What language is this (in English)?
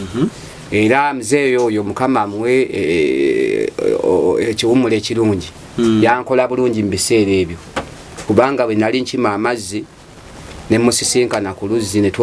Ganda